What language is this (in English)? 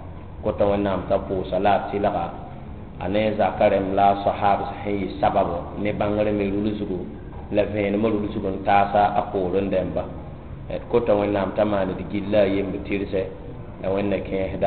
Mossi